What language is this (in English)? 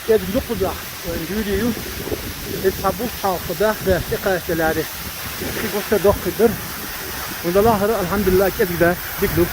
Chechen